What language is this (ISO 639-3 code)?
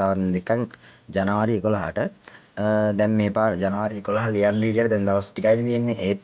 sin